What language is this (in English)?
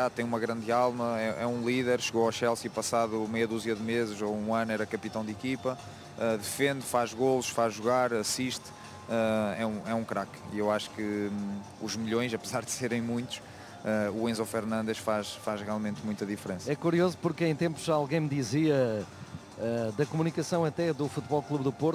Portuguese